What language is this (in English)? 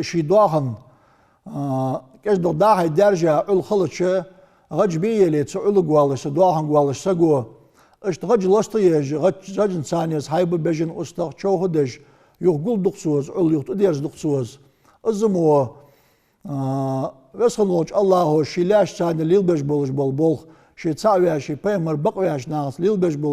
Ingush